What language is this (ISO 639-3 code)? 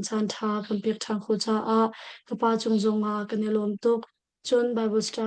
cnh